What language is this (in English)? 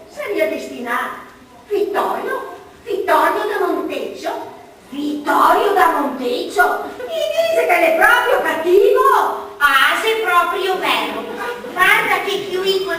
Venetian